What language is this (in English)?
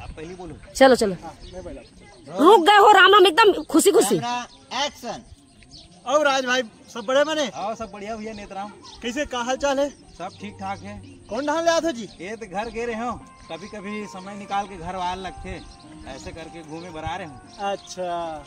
Chhattisgarhi